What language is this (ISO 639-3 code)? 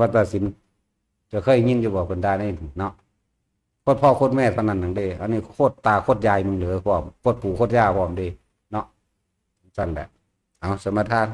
tts